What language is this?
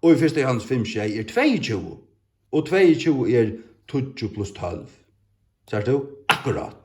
Faroese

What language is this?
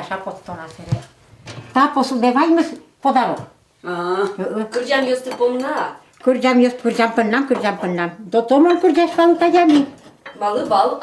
Udmurt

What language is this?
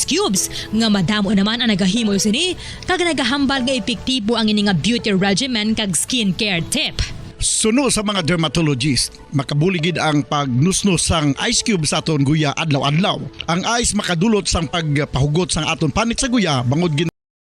Hiligaynon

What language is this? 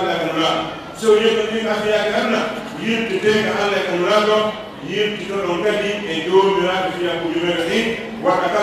Pular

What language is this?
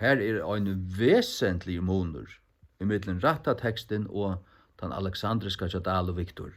Faroese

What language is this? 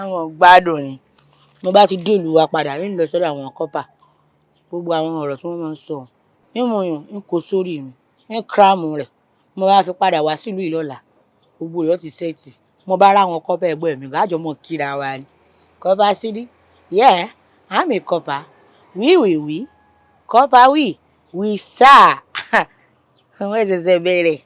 Yoruba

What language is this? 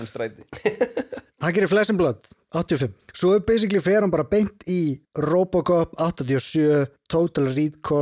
Icelandic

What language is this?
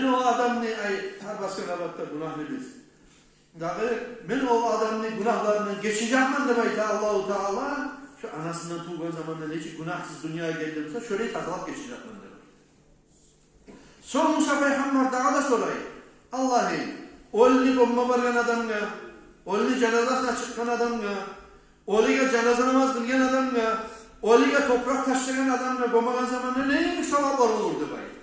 Kumyk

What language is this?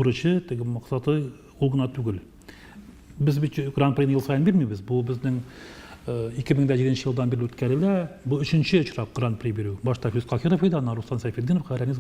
Tatar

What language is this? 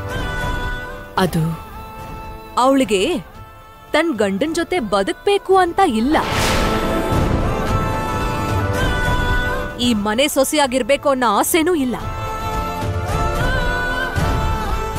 Kannada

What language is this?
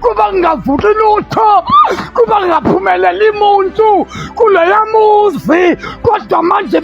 Zulu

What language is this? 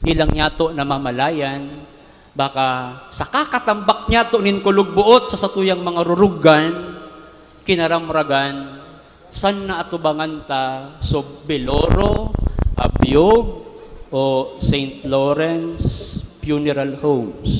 Bikol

